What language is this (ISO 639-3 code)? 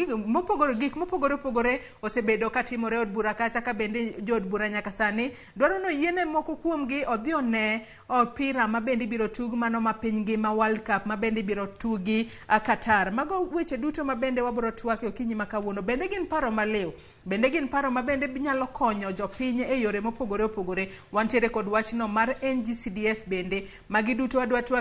luo